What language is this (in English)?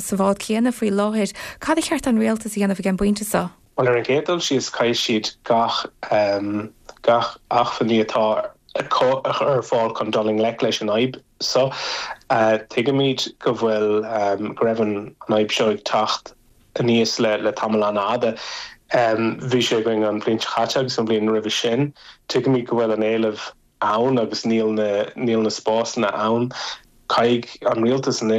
Irish